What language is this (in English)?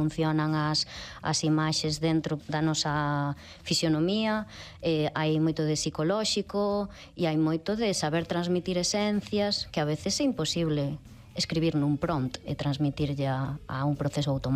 Galician